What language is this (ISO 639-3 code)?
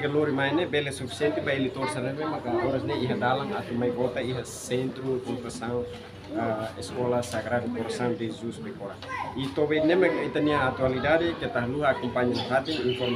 tet